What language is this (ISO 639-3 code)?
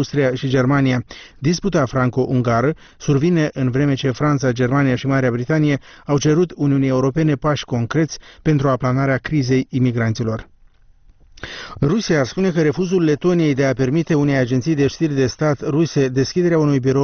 ron